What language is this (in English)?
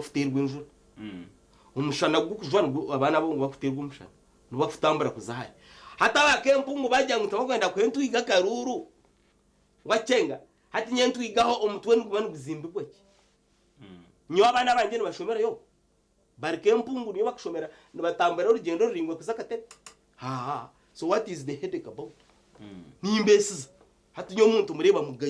Nyankole